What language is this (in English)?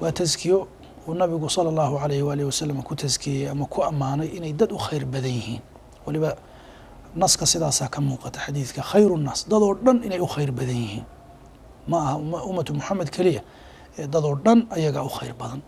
Somali